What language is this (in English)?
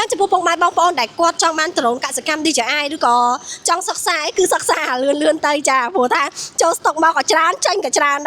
Khmer